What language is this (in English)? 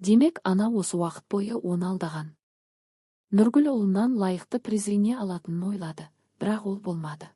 Kazakh